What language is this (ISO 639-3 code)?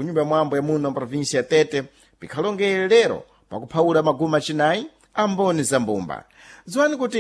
seh